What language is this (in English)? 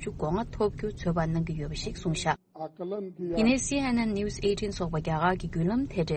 Tibetan